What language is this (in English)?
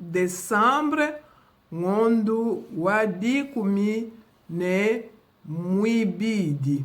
Luba-Lulua